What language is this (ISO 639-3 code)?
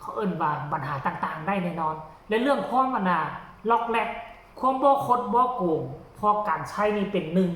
tts